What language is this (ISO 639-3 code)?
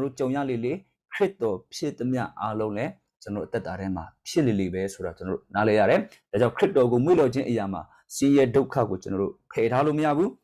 mya